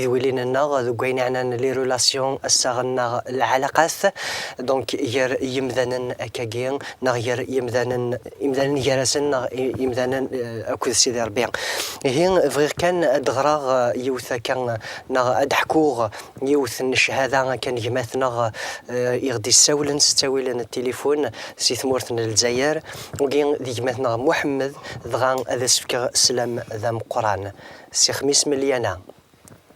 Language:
Kabyle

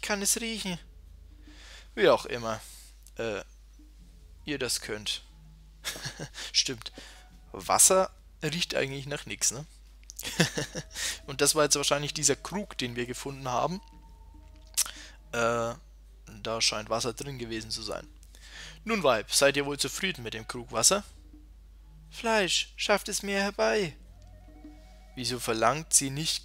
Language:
German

